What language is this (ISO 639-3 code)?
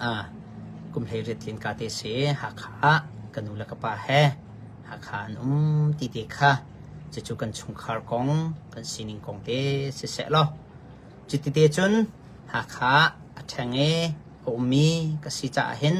cnh